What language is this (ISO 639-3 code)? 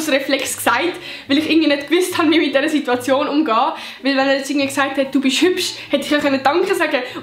gsw